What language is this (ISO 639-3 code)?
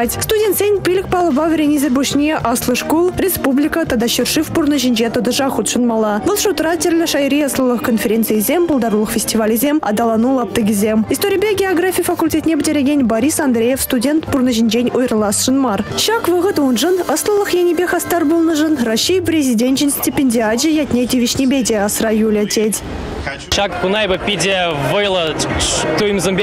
chv